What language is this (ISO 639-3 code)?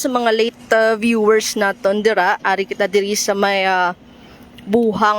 hil